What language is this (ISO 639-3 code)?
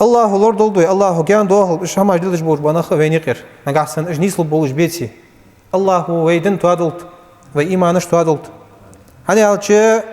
inh